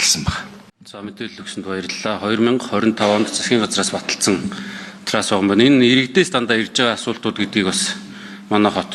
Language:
Mongolian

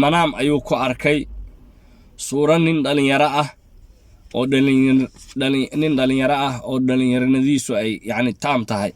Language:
Somali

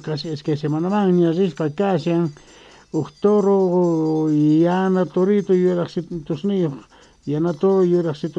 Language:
Quechua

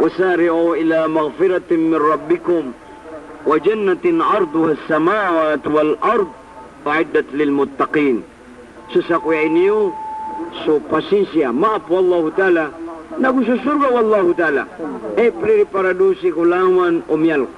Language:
Maranao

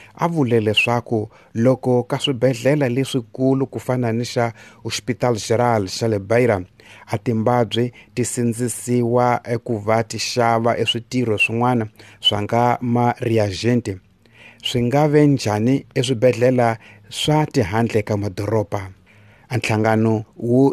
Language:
Tsonga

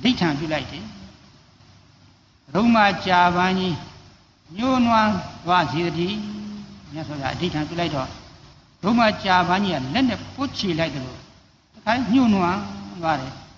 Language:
Burmese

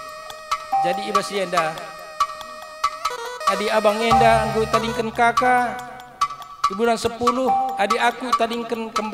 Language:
Batak Karo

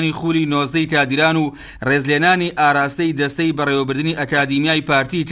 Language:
Central Kurdish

